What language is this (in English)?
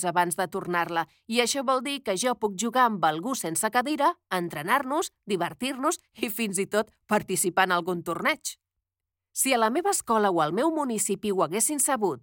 Catalan